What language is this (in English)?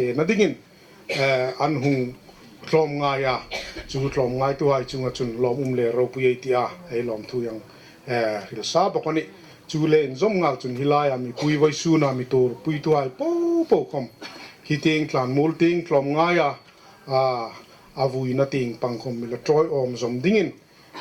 Hmar